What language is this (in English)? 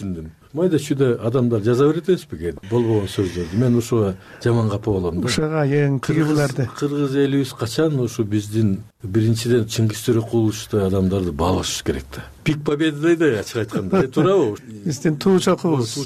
Kyrgyz